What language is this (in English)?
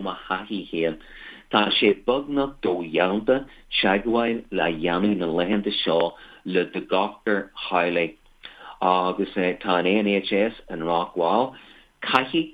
Irish